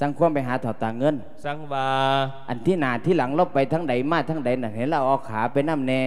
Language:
Lao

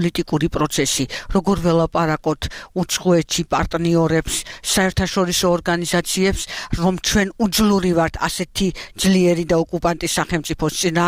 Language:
Georgian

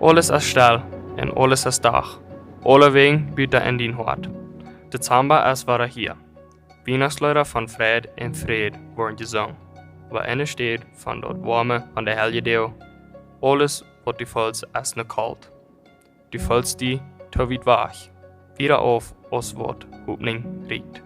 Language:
Plautdietsch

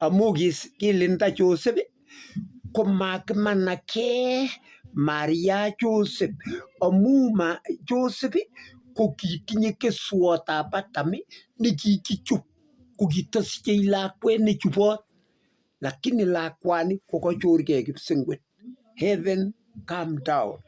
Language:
Kalenjin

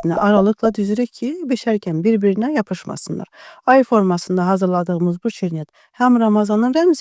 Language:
Azerbaijani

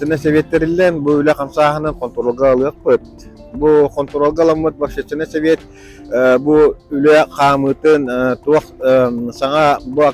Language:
Yakut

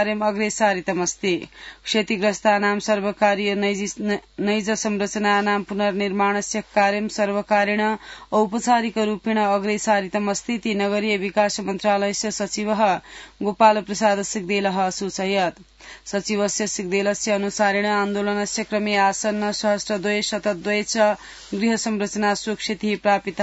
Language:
Sanskrit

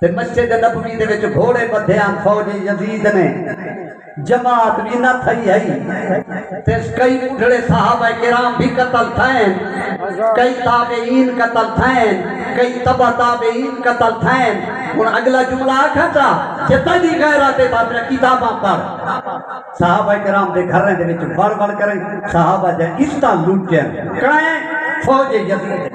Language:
Saraiki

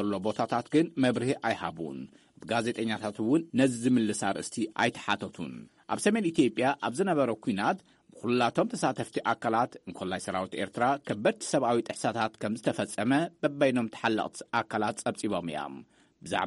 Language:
Tigrinya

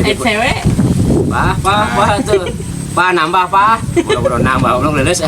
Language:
Sundanese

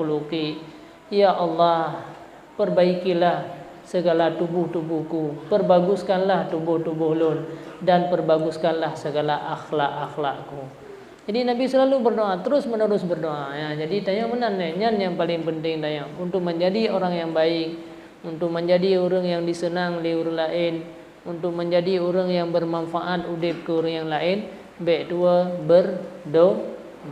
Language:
Achinese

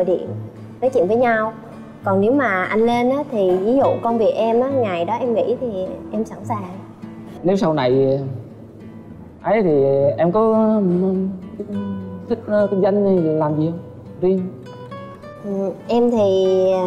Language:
Vietnamese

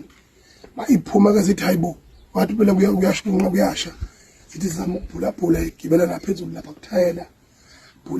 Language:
Zulu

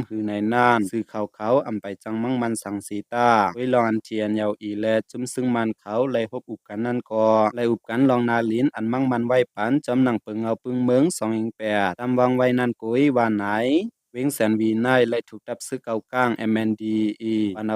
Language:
Shan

